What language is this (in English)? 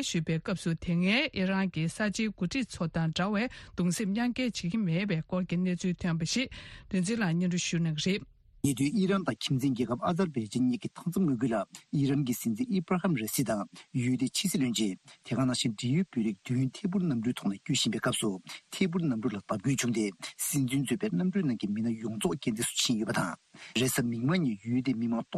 Tibetan